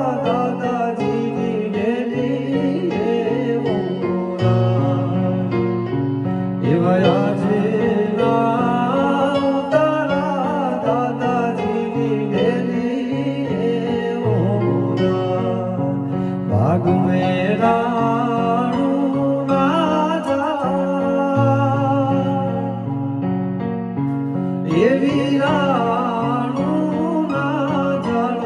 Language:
Gujarati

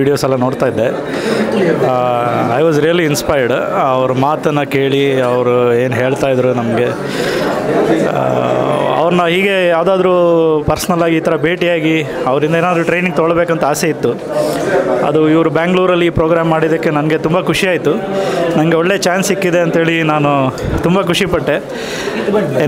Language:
Kannada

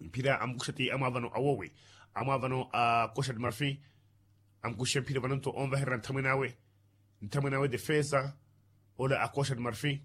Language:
Makhuwa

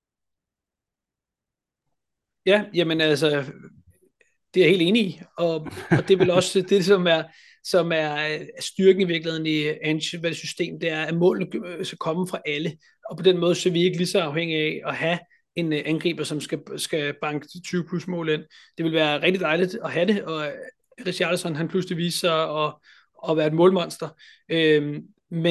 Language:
Danish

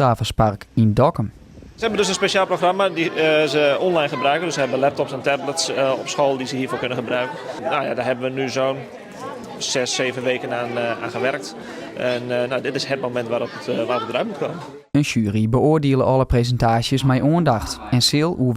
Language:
Western Frisian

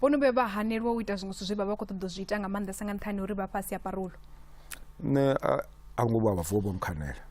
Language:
Venda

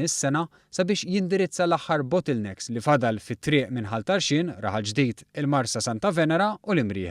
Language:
Maltese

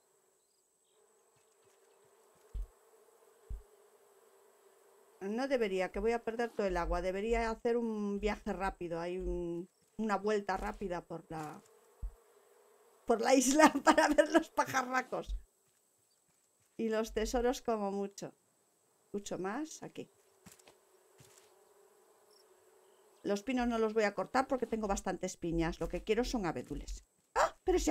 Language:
Spanish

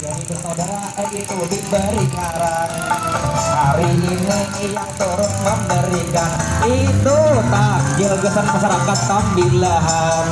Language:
Banjar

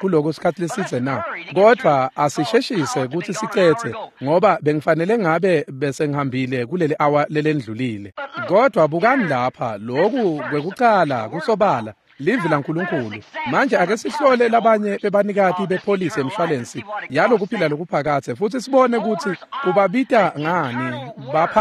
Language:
Swati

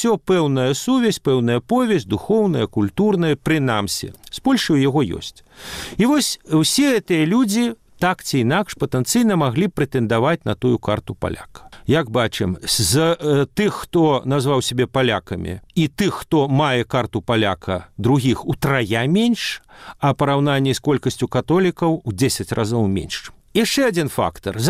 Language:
Belarusian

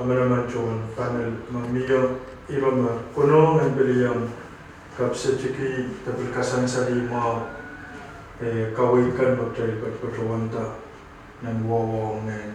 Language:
Pohnpeian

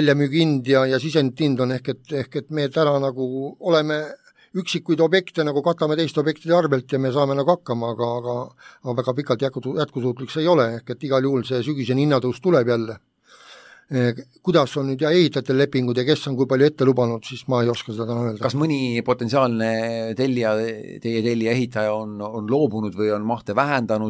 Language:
Estonian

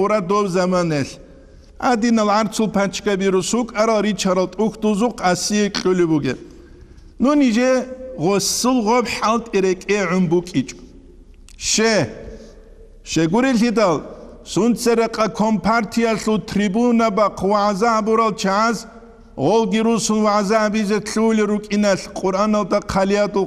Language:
Avaric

